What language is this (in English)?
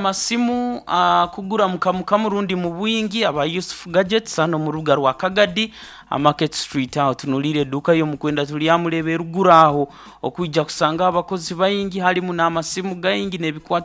Nyoro